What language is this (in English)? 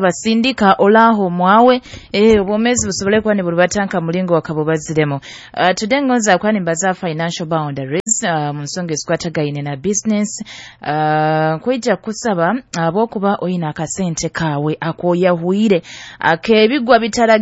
Nyoro